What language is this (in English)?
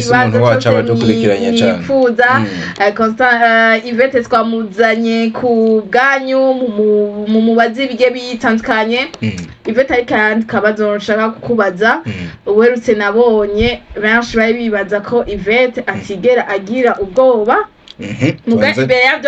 Rundi